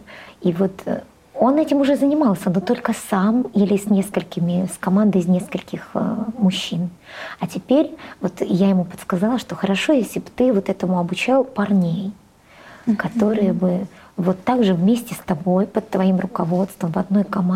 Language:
Russian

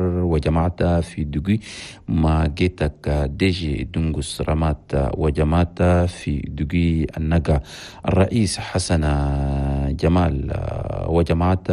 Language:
Chadian Arabic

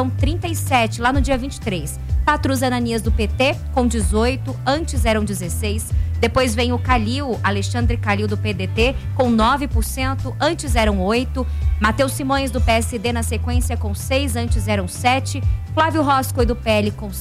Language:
Portuguese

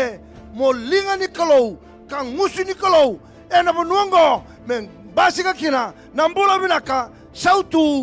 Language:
Fijian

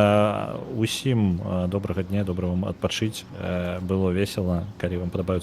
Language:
Belarusian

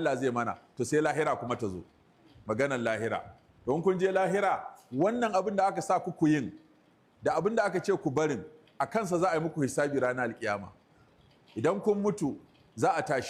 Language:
Hausa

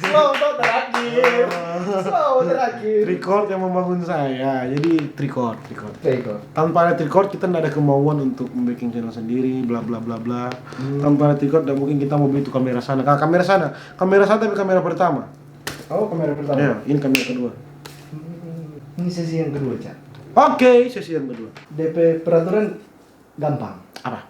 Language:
Manado Malay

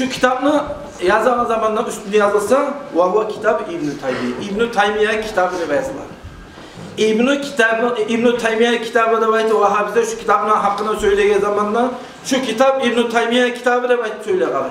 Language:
Kumyk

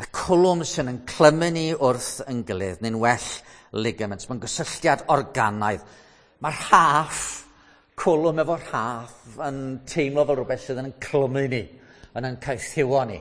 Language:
Welsh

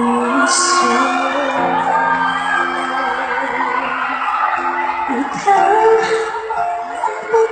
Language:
Filipino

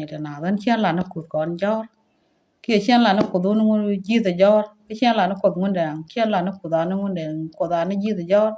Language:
Nuer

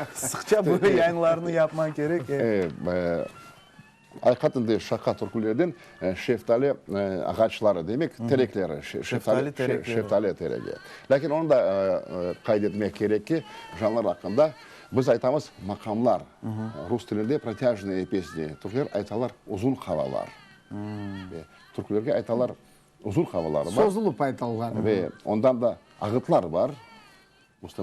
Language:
Crimean Tatar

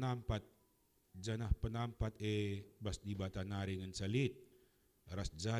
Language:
Batak Karo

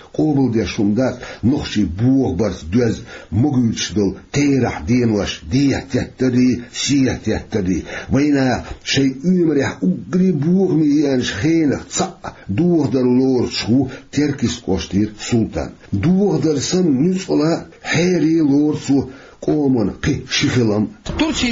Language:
Chechen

